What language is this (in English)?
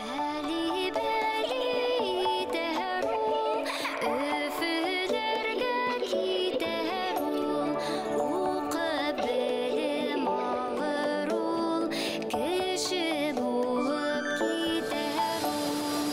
Bashkir